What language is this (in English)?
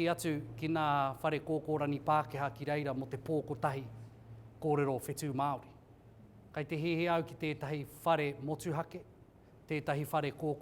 Māori